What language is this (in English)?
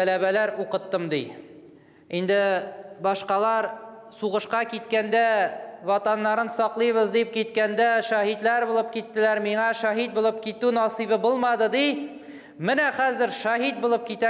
Tatar